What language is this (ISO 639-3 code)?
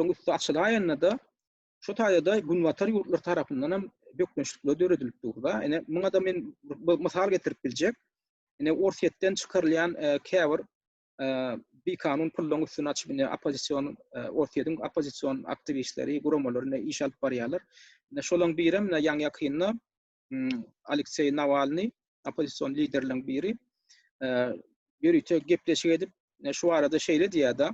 tuk